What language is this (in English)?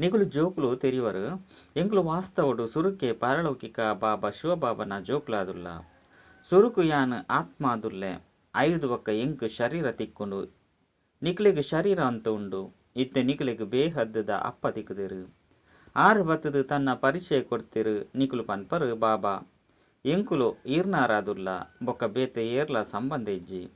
Tulu